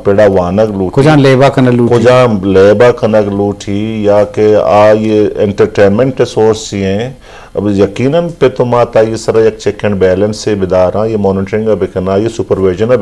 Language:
Baluchi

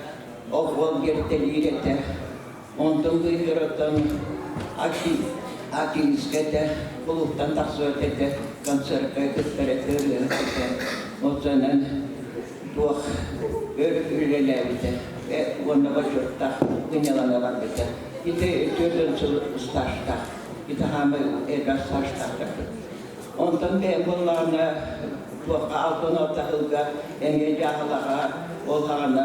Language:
Yakut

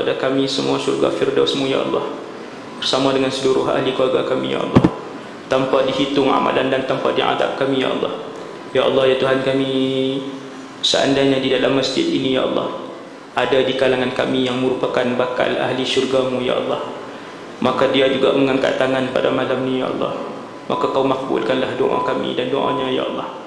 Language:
Malay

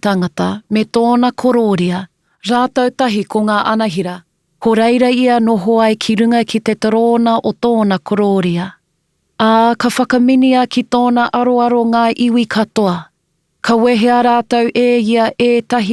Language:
Māori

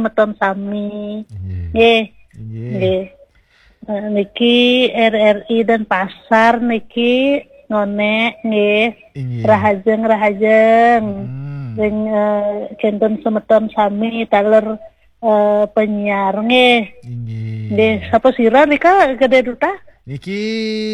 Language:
Balinese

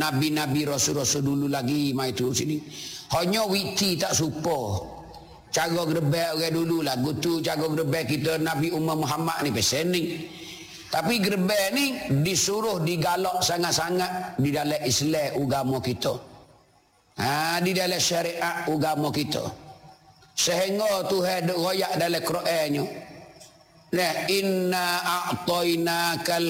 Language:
Malay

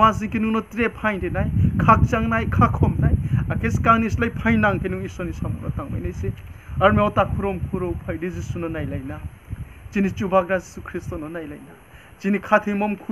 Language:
Riang (India)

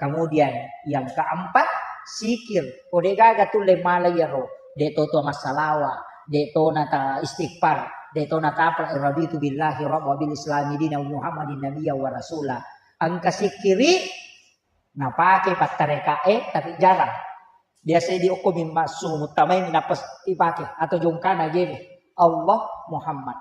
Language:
Buginese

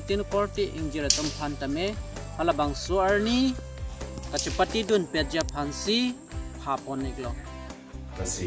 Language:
Karbi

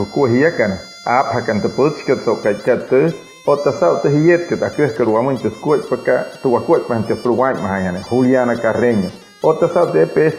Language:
Wayuu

